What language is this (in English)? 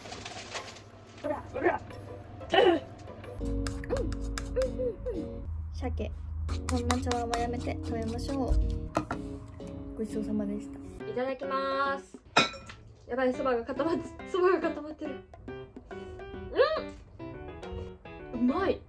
Japanese